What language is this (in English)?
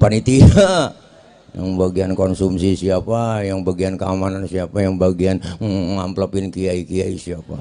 Betawi